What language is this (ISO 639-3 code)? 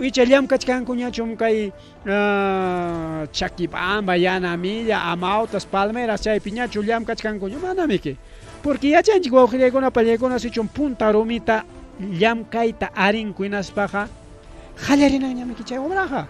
quy